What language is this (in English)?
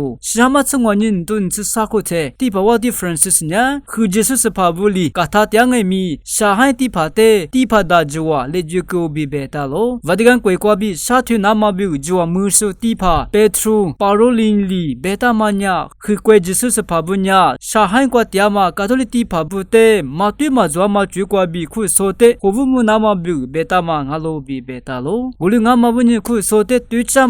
Lisu